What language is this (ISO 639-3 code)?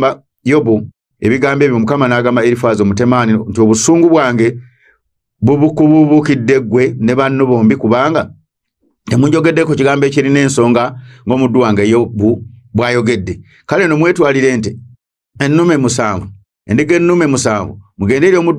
lug